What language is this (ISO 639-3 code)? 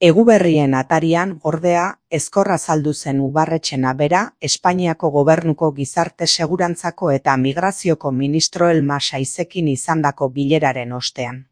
eus